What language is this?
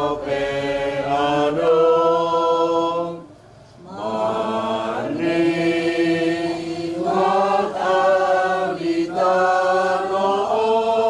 Batak Toba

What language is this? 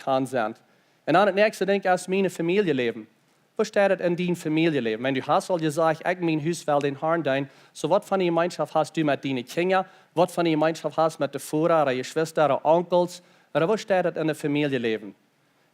Plautdietsch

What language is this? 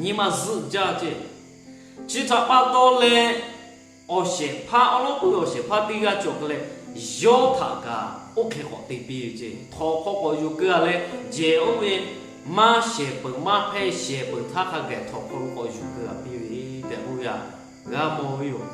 Lahu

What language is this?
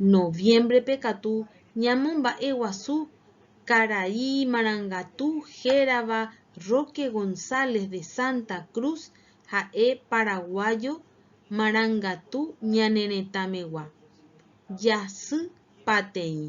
Guarani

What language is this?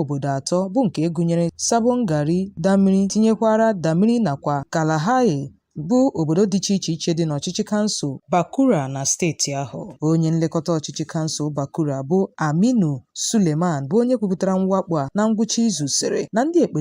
Igbo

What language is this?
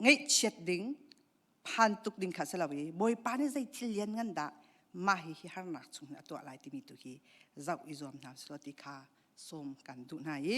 Hakha Chin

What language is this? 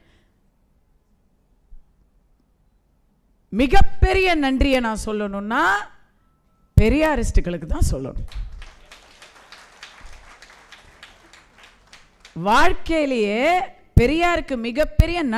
Tamil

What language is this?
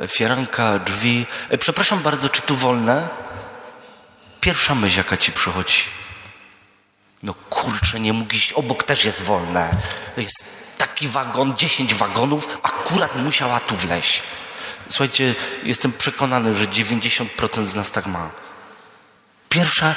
Polish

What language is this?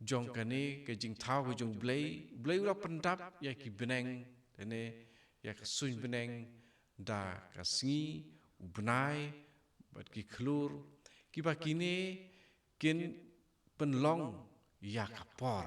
Khasi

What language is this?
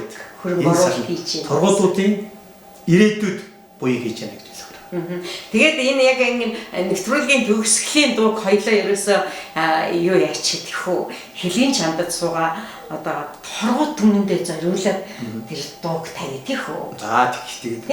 Mongolian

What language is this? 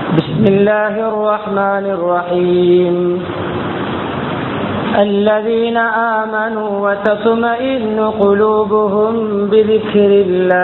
Tamil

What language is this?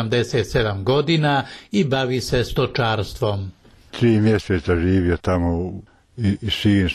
Bosnian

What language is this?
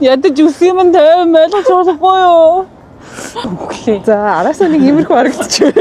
Mongolian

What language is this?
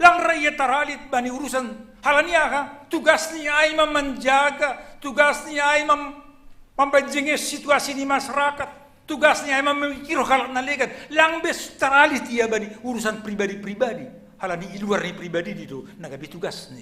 Batak Simalungun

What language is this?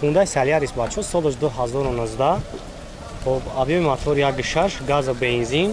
Tajik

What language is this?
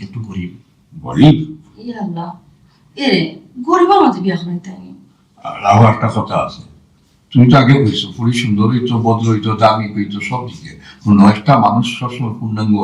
Sylheti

